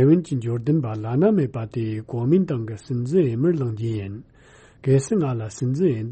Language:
Tibetan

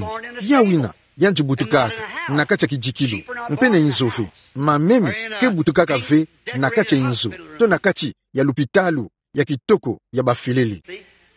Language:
Kituba (Democratic Republic of Congo)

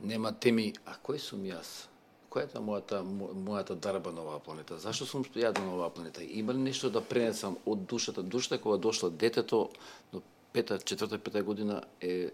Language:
Macedonian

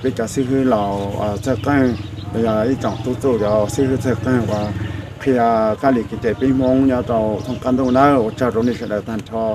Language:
Hmong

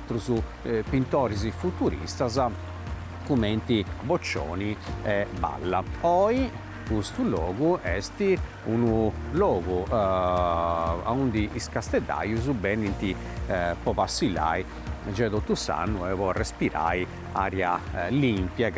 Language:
Sardinian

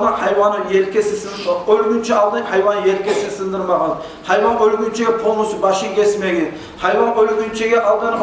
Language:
Kumyk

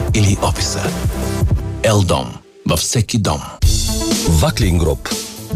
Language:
Bulgarian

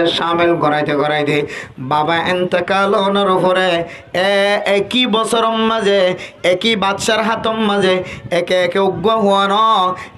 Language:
Rohingya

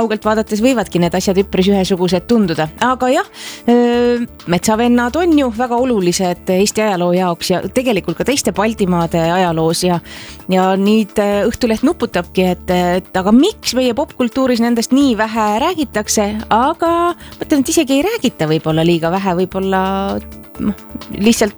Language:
Estonian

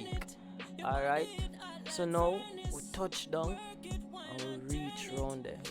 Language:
Jamaican Creole English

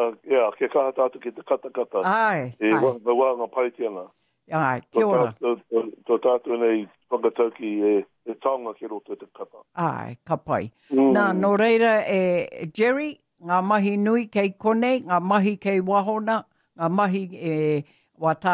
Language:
Māori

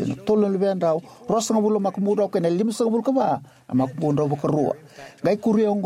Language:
Fijian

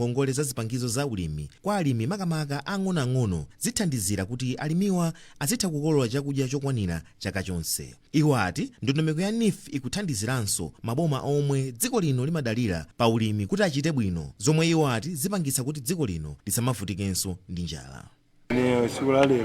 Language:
Nyanja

